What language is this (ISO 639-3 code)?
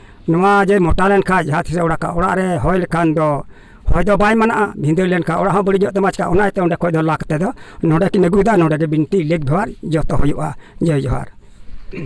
sat